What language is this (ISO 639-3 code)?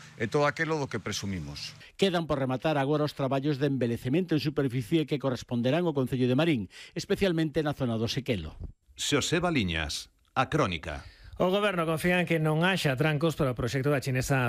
glg